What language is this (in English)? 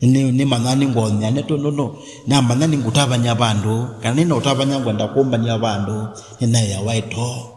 Kamba